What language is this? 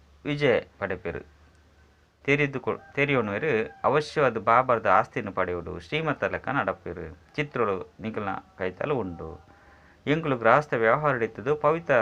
Tulu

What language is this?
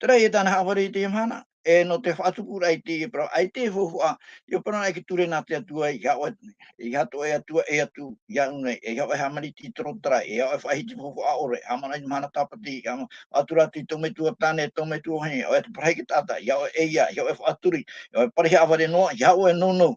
Tahitian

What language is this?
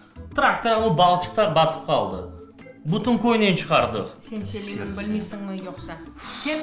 Crimean Tatar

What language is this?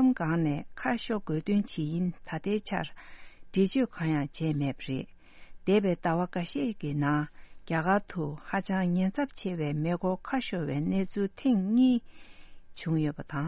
Tibetan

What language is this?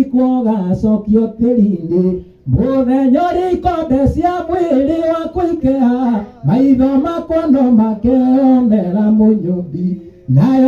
Kikuyu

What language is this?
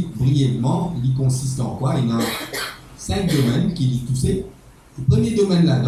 Morisyen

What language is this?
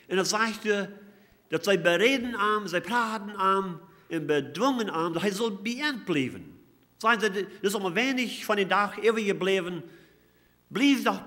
Plautdietsch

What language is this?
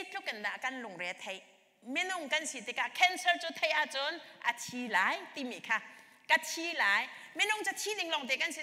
Hakha Chin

